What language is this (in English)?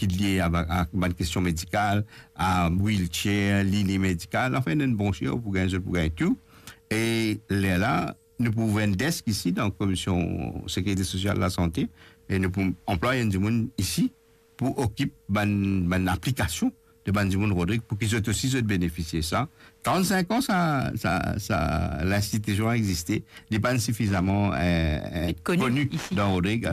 Morisyen